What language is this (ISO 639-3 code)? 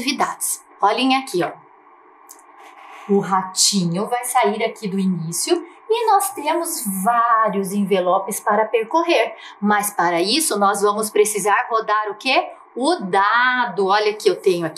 por